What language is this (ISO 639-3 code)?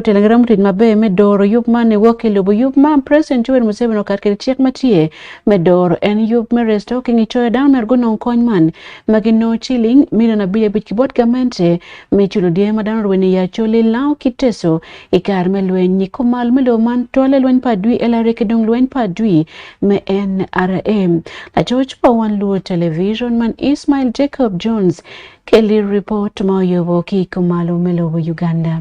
ach